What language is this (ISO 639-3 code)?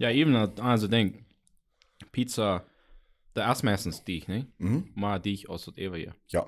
pdt